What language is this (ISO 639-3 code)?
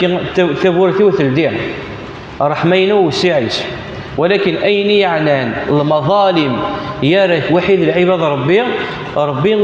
kab